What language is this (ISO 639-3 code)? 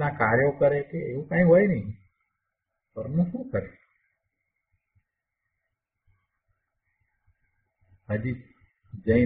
guj